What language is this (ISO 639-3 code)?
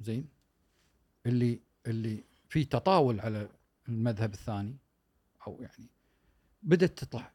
afb